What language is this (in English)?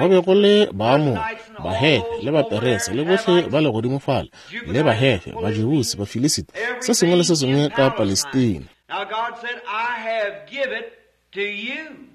Northern Sotho